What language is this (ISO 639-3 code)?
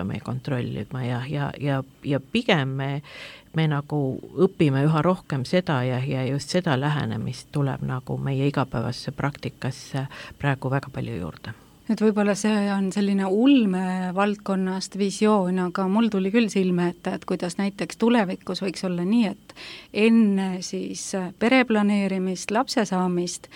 est